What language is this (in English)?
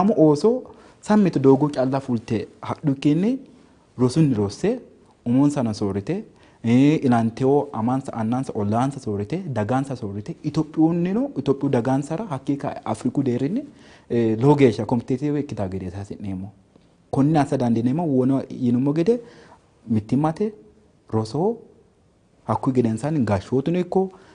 Sidamo